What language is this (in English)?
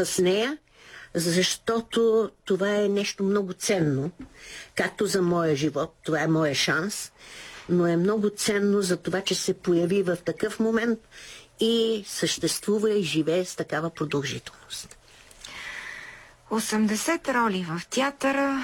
Bulgarian